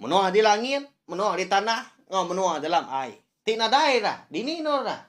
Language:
Iban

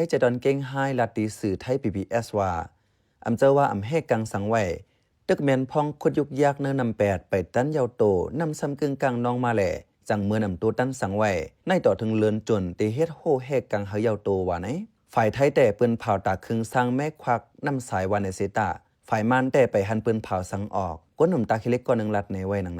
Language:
Shan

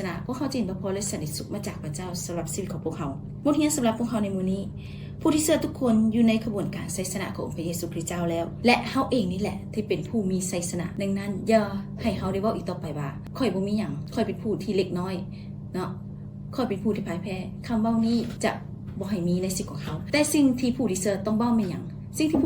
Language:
Lao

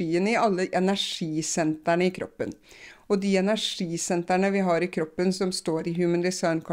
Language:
Norwegian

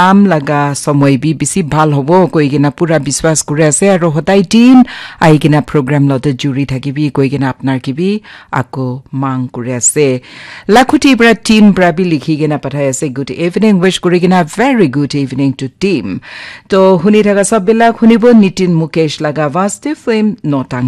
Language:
Naga Pidgin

